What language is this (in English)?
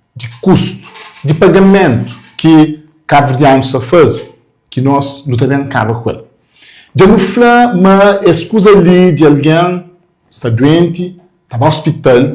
Kabuverdianu